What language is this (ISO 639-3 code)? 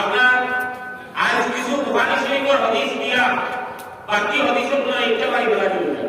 syl